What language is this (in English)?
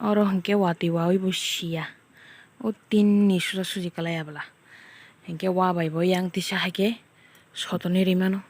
Kok Borok